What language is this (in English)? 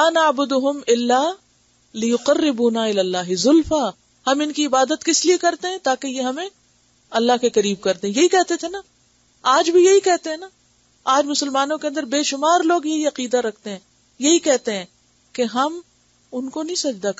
Urdu